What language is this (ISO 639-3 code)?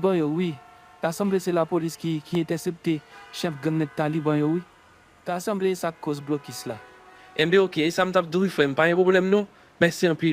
hat